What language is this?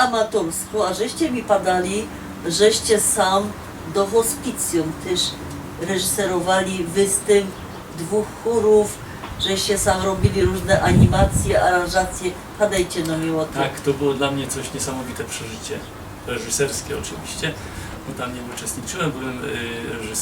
Silesian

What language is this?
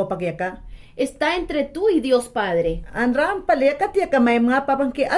Mayangna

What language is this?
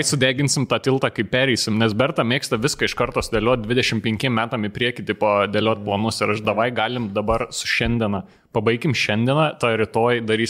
Lithuanian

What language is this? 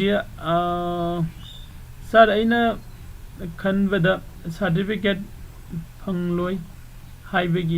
Manipuri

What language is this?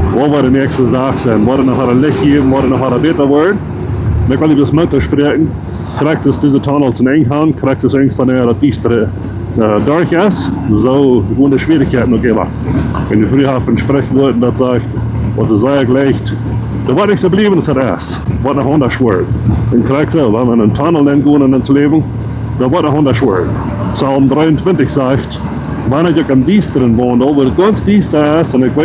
Plautdietsch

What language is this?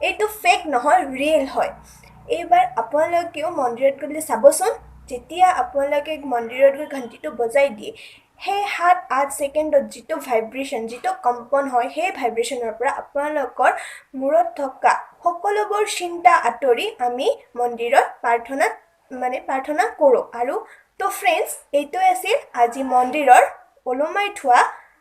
Assamese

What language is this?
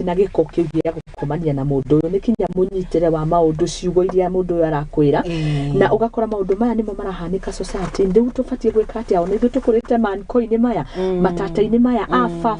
Kikuyu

